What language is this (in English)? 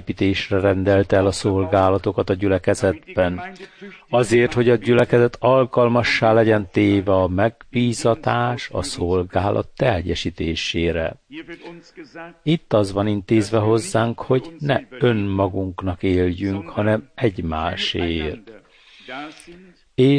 Hungarian